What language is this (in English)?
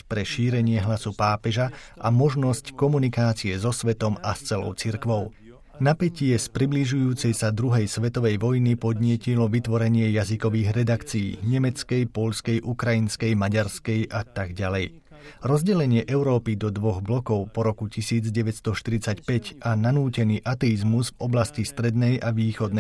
Slovak